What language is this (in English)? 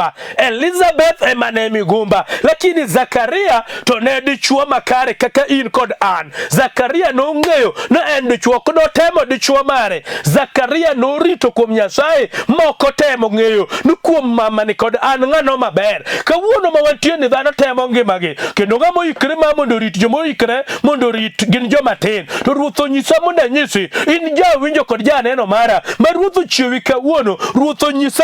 Luo (Kenya and Tanzania)